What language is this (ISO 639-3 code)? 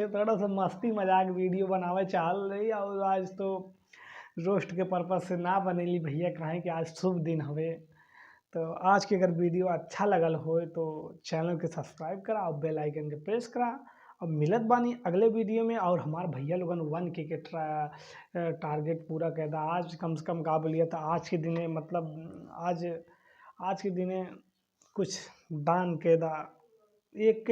bho